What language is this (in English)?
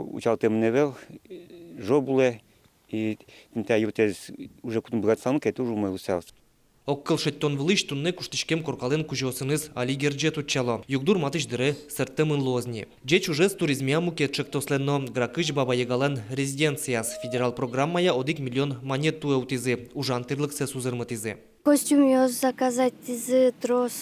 Udmurt